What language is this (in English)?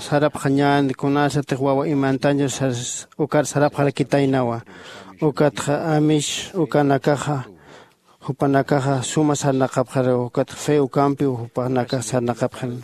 Aymara